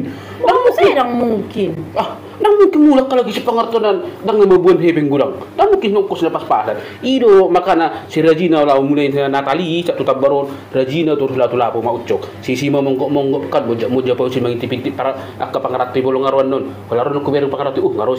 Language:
Batak Toba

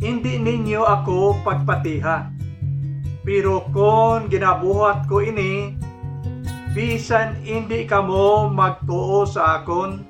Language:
Hiligaynon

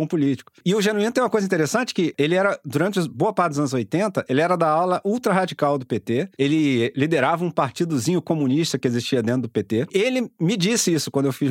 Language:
Portuguese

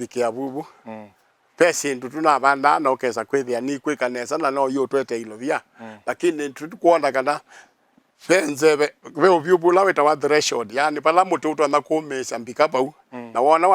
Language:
Kamba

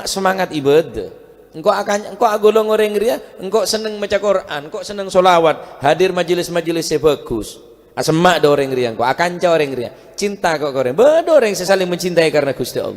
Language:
Madurese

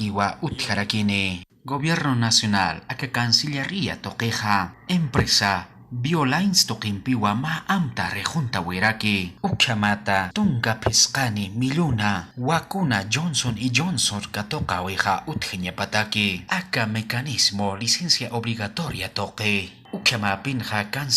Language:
Aymara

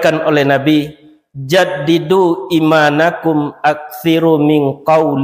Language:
Minangkabau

